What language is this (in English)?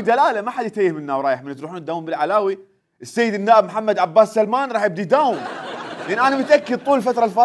Mesopotamian Arabic